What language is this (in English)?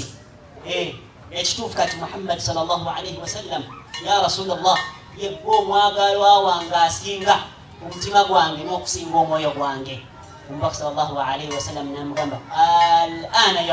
Ganda